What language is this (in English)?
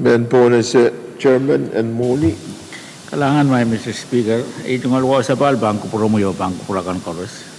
Pohnpeian